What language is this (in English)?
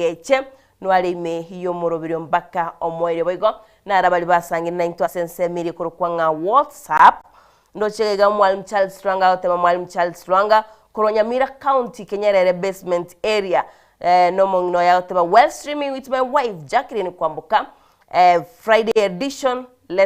Gusii